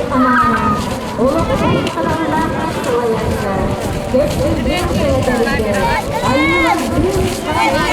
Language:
Yakut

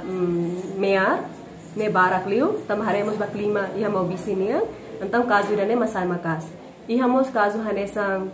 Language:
Tetum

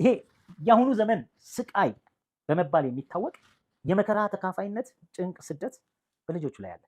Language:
Amharic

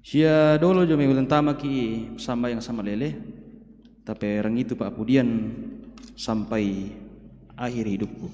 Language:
Toraja-Sa'dan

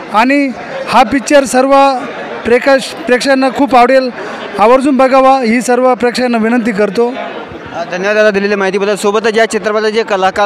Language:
Marathi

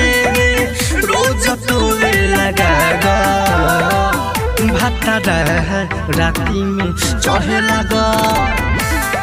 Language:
Bhojpuri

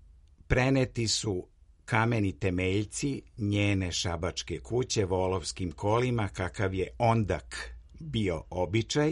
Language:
Serbian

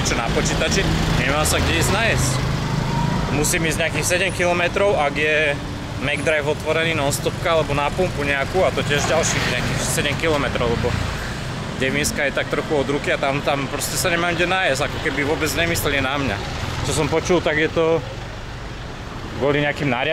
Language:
Slovak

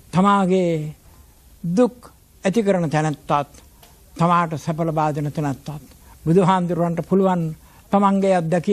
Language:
Sinhala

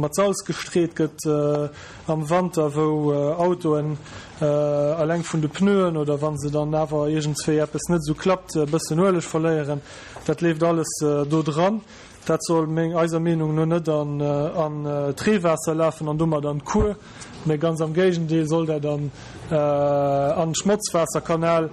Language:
Luxembourgish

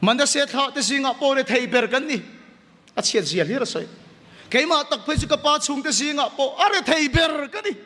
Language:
Mizo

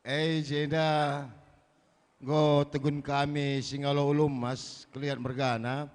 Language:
Batak Karo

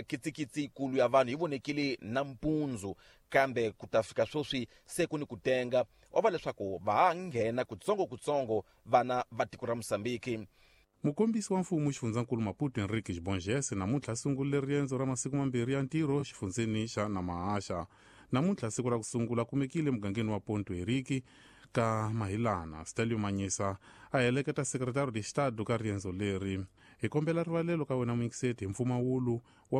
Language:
Tsonga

